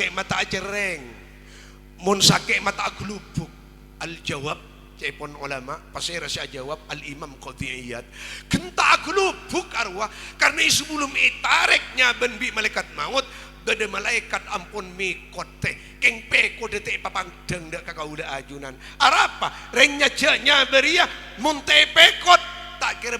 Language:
Madurese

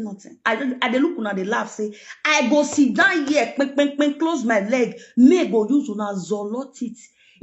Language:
Nigerian Pidgin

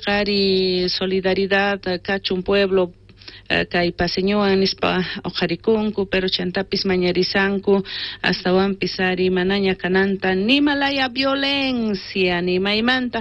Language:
South Bolivian Quechua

